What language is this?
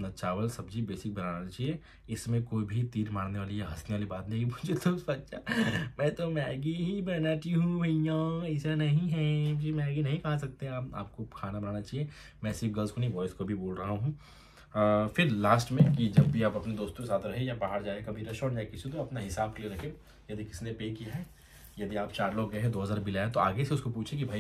Hindi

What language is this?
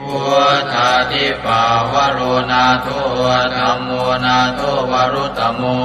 Pali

